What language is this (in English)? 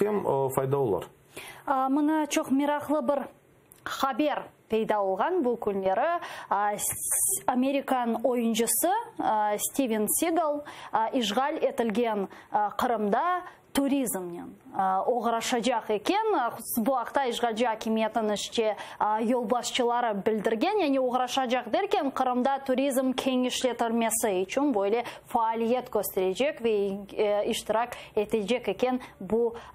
Crimean Tatar